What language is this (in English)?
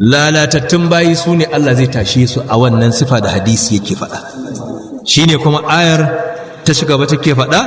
Hausa